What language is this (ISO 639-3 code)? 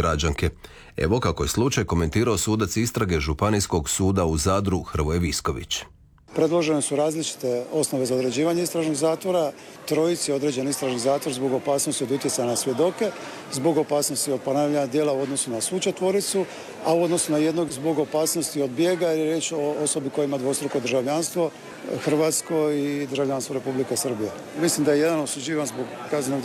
hrv